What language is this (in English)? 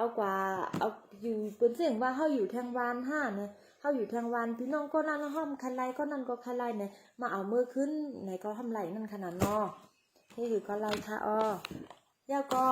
Shan